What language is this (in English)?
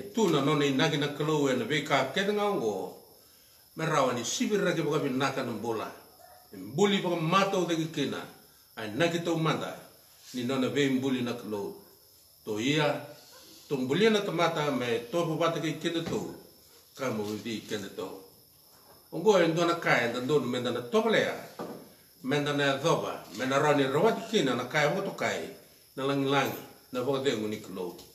Fijian